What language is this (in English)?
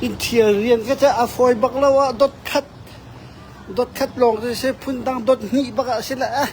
Hakha Chin